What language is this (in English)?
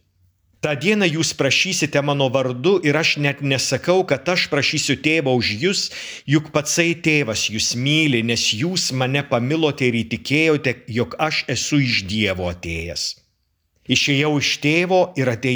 Lithuanian